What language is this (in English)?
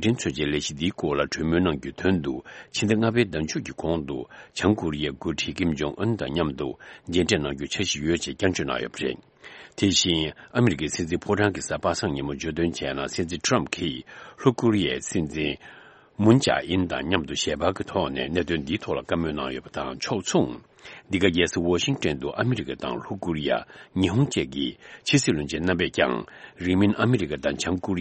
Tibetan